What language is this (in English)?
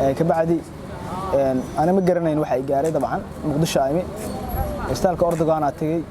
Somali